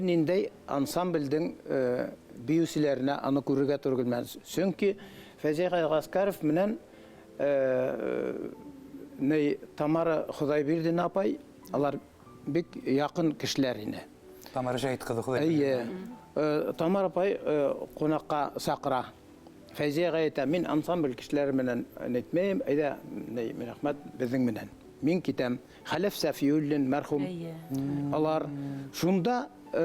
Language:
Bashkir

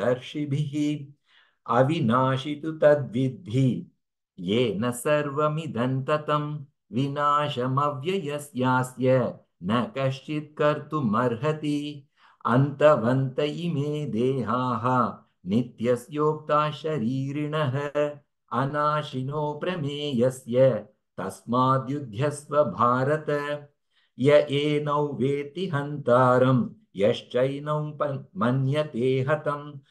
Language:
Sanskrit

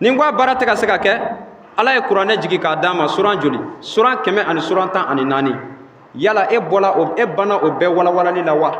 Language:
Bambara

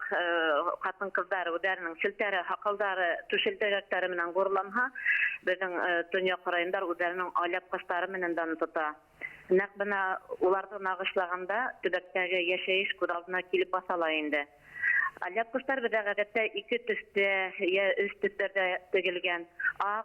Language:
Bashkir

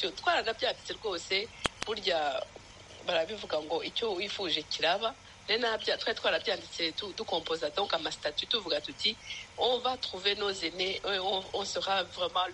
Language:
Kinyarwanda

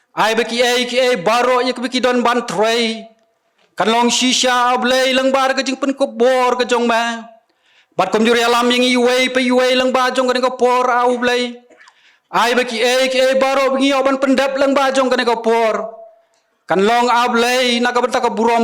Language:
Khasi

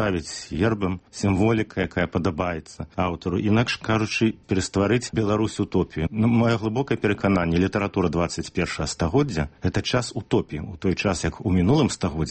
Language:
Belarusian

